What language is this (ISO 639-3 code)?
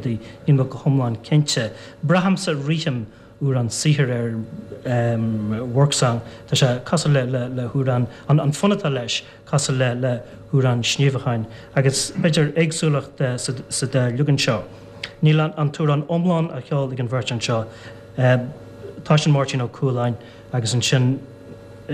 gle